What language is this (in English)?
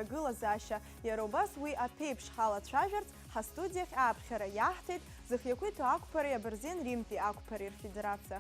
Abkhazian